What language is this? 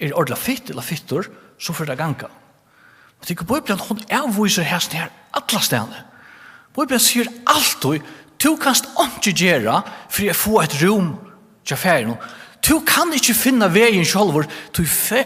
Faroese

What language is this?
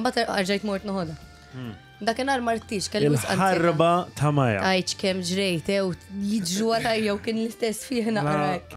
Maltese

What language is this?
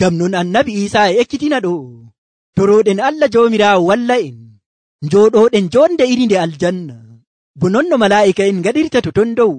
Nigerian Fulfulde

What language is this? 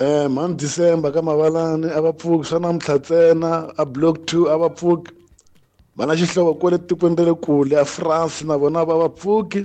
Tsonga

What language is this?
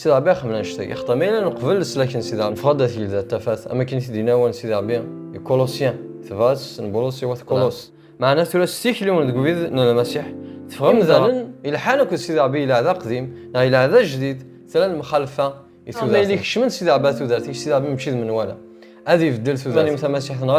Kabyle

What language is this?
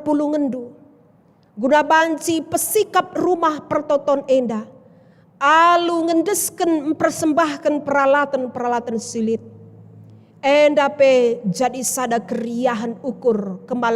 Batak Karo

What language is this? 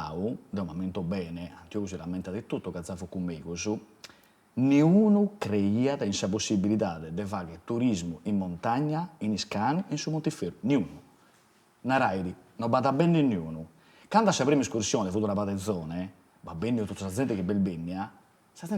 Sardinian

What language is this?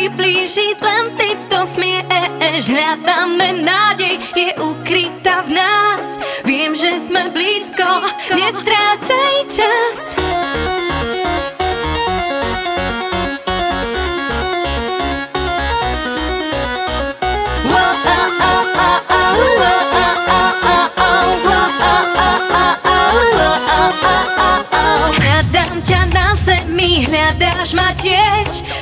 Slovak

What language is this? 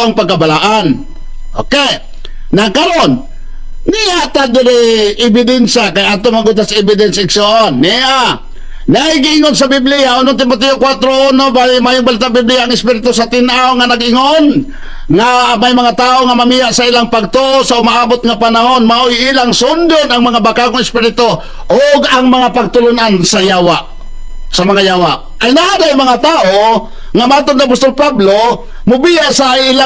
Cebuano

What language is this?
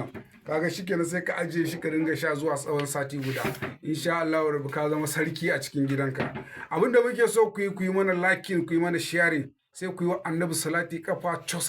Hausa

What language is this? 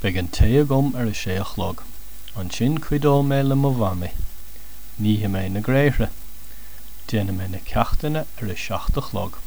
Irish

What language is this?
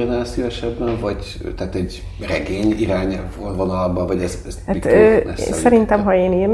Hungarian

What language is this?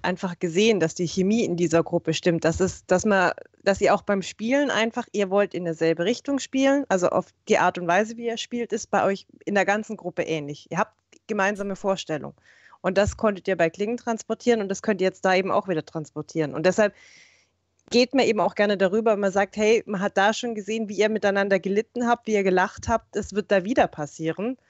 German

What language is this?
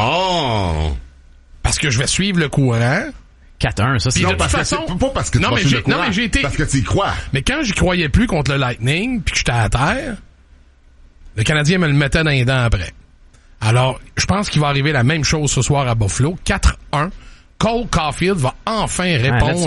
French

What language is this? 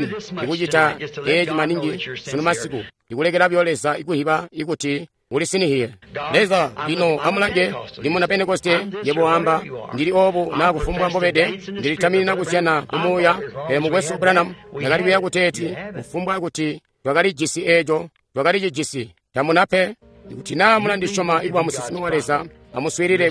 Tonga (Zambia)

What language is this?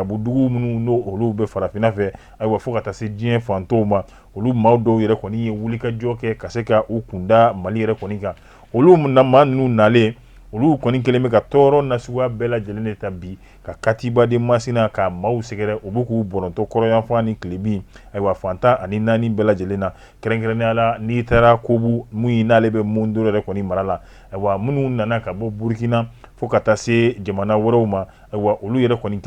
Bambara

